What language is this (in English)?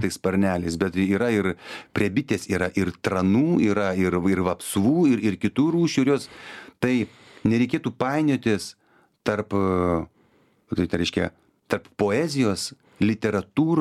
Lithuanian